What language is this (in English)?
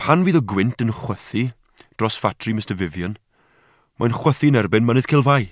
Welsh